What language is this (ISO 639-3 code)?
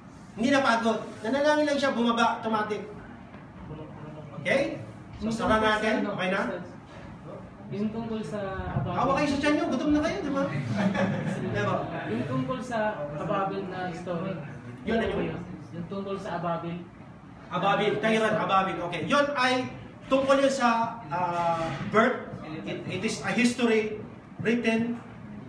fil